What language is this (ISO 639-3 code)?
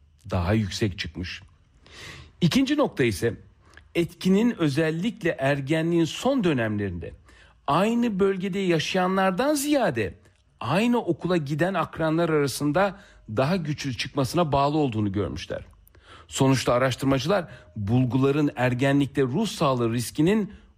tur